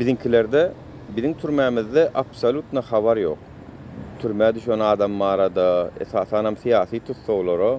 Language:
Turkmen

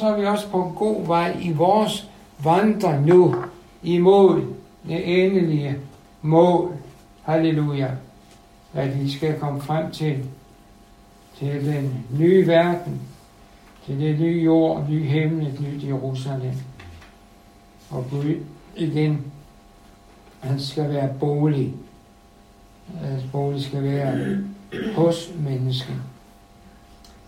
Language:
Danish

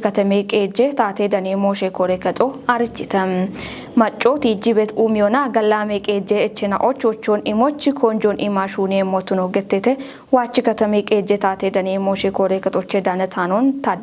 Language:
Kafa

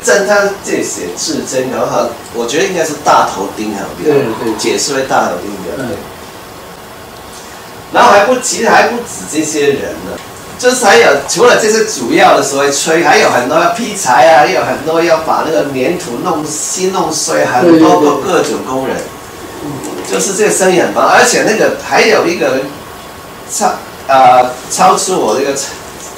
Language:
Chinese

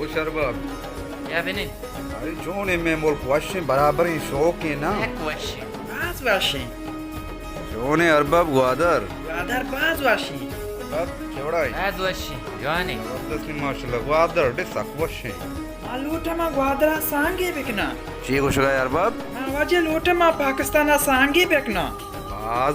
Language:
Baluchi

